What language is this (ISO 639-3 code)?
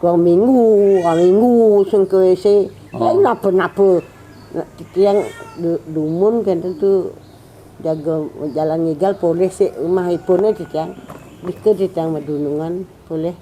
ban